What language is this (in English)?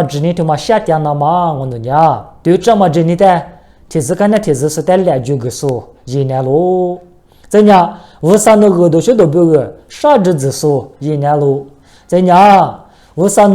Lisu